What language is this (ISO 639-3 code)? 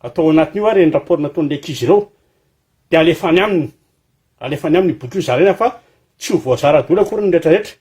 mlg